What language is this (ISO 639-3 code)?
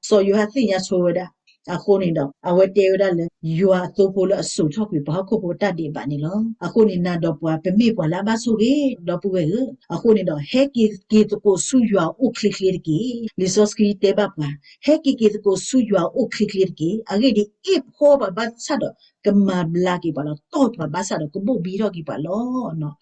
ksw